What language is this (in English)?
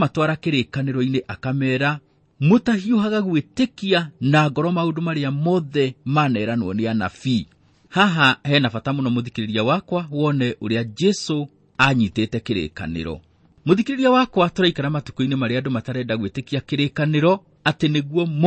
Kikuyu